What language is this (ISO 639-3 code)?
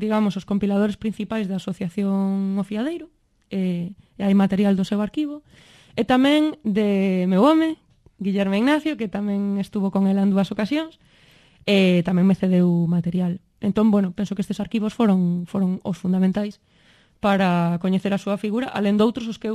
glg